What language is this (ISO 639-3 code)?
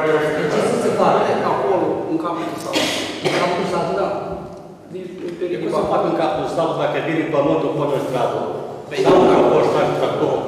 ron